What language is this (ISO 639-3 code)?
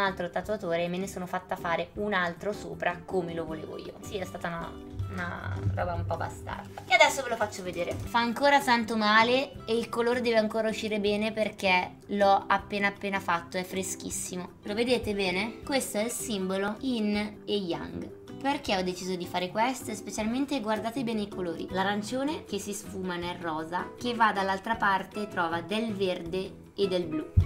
ita